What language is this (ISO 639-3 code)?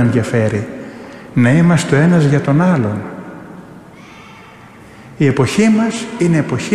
ell